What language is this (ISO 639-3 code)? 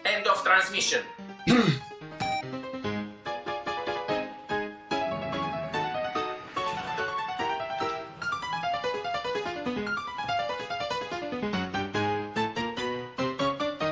ron